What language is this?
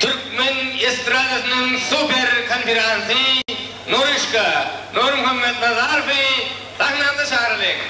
Turkmen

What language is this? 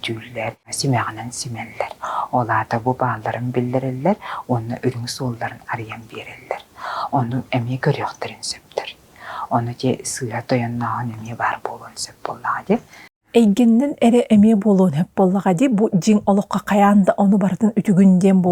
Yakut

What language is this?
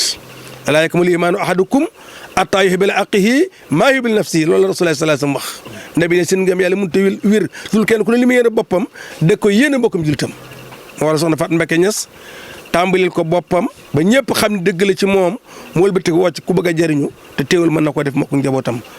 Wolof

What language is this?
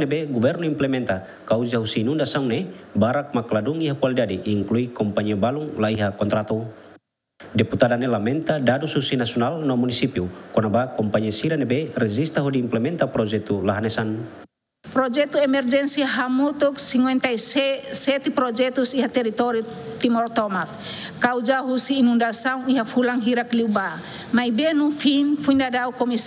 Tetum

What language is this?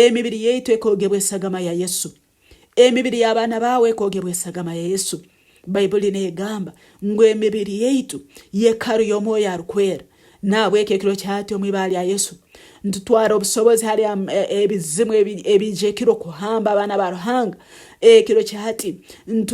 Nyankole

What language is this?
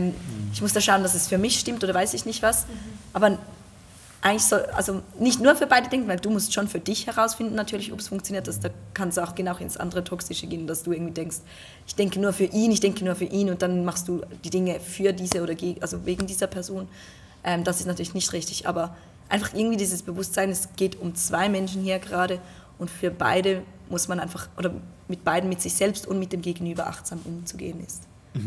Swiss German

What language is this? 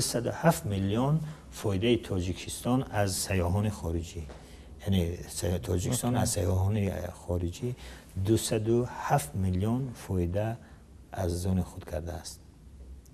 Tajik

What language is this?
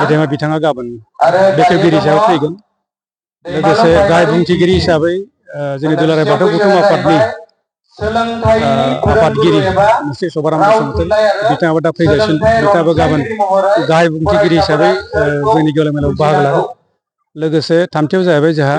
Bodo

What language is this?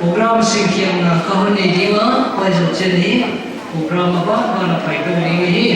Paite Chin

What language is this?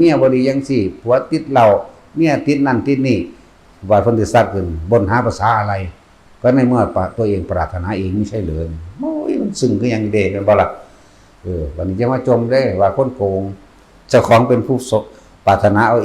Northeastern Thai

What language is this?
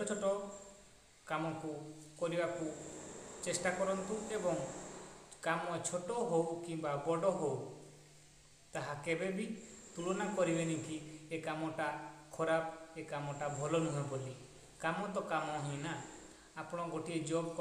Odia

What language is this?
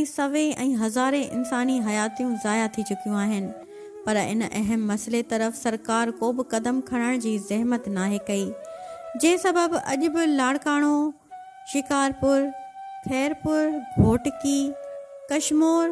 Sindhi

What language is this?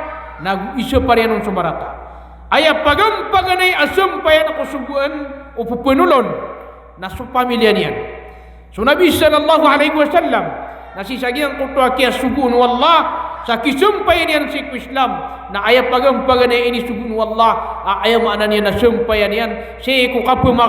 Maranao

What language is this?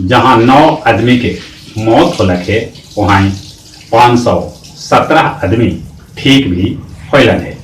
Magahi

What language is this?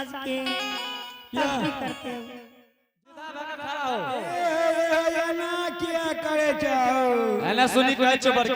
Angika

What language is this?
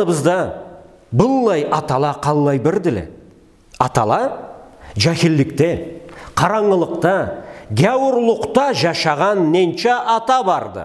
Karachay-Balkar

